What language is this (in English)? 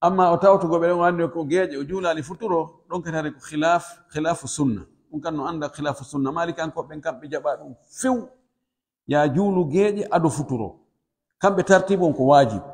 Pular